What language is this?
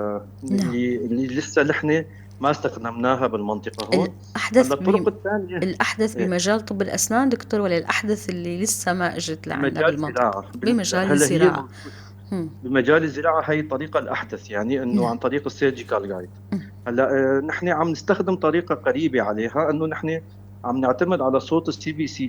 North Levantine Arabic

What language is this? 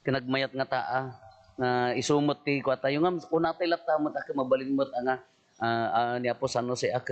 Iloko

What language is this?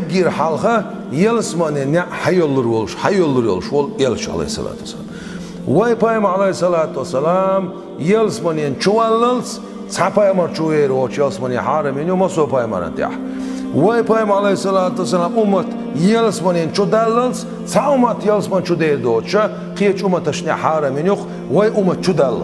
Chechen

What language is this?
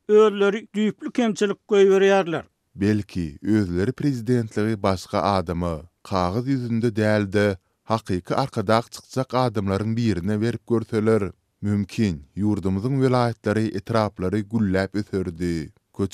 Turkmen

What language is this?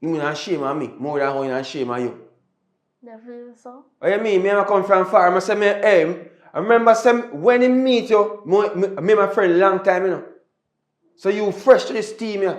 Jamaican Creole English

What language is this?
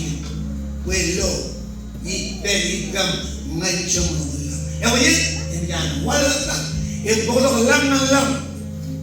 Marshallese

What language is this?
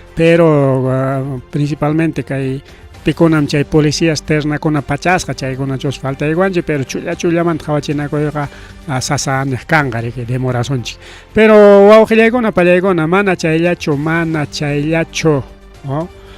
Ayacucho Quechua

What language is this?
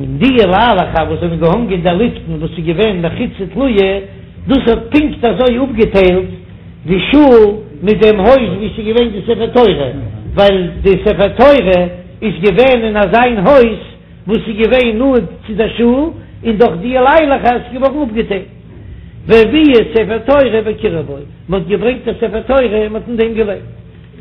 Yiddish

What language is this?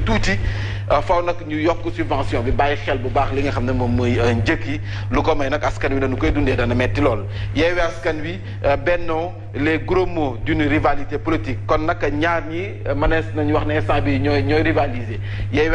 Wolof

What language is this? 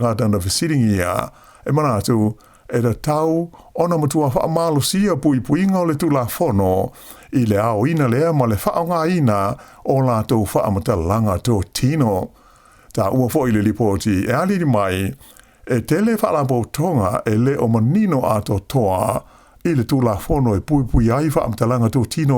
Samoan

